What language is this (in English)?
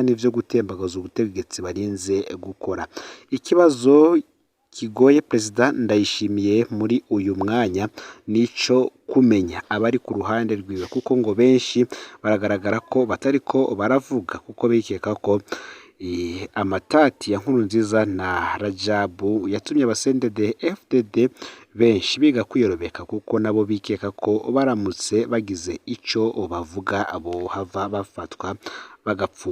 Rundi